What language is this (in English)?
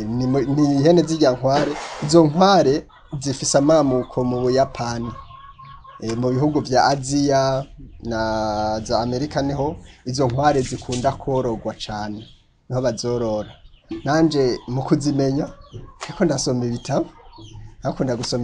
Rundi